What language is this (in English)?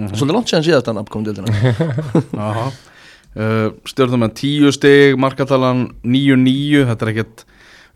Icelandic